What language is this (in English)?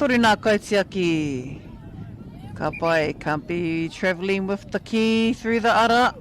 Māori